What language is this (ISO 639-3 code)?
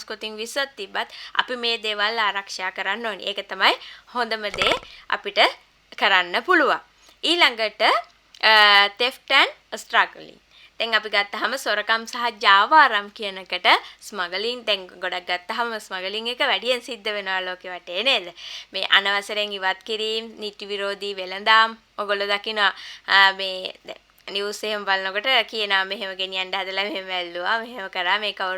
sin